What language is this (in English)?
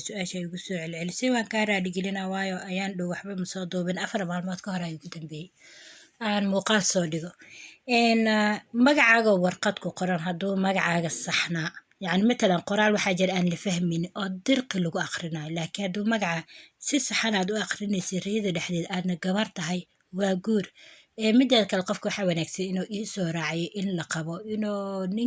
Somali